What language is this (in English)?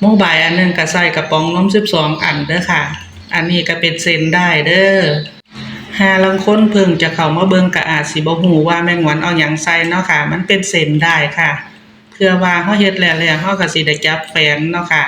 Northeastern Thai